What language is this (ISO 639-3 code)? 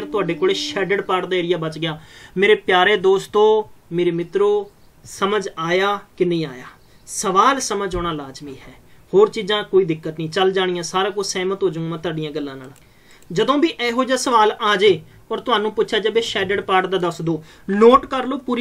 pan